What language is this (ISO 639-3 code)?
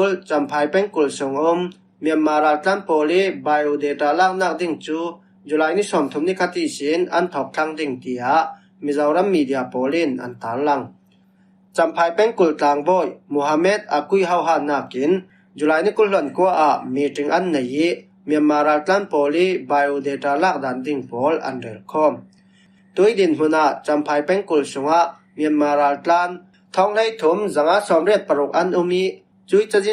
cfm